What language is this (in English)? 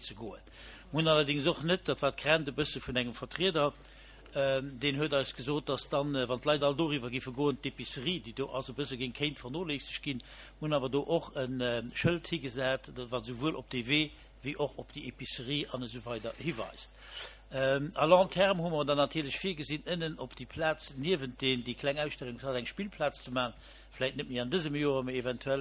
Luxembourgish